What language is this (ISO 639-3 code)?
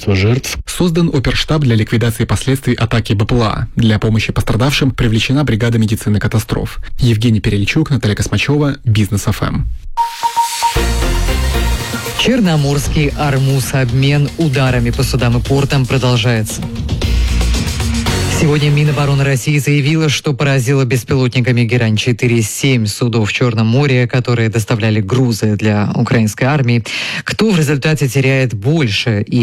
rus